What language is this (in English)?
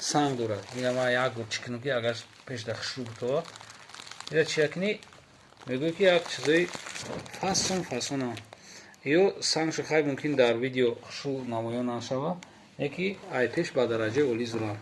Tajik